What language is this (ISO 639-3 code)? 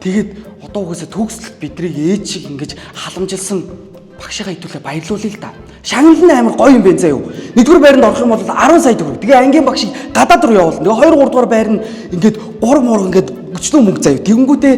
mon